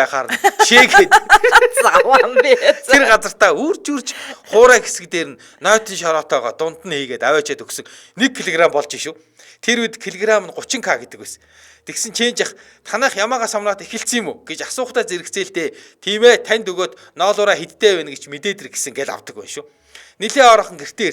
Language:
Mongolian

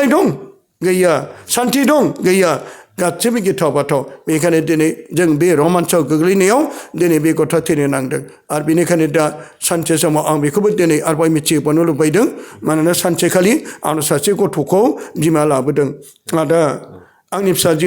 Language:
Bodo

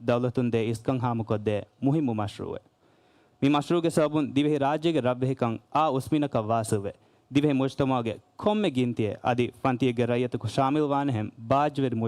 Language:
Divehi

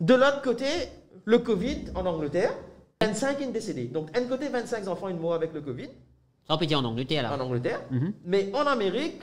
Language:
Morisyen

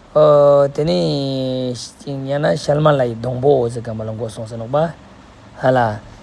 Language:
Ladakhi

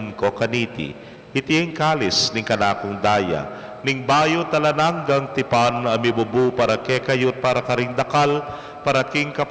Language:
Pampanga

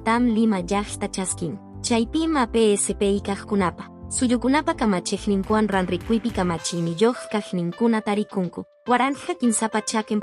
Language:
Quechua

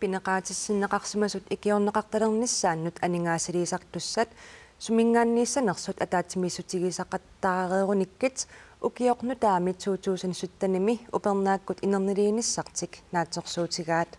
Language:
Kalaallisut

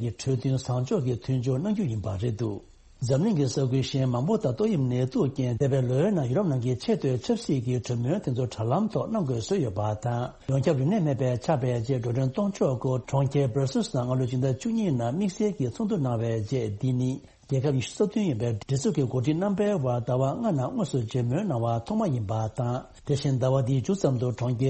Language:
Tibetan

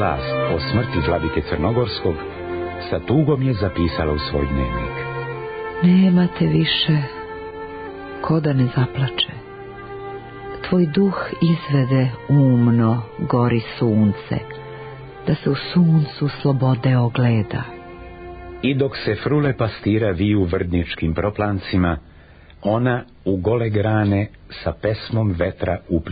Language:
Serbian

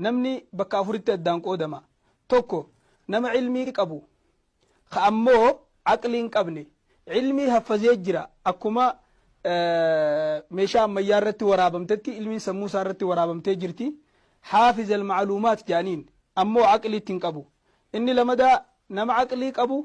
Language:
Oromo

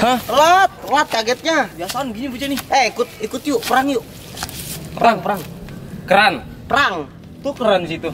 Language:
Betawi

